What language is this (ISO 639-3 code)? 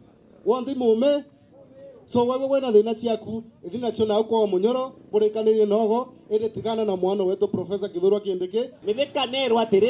mer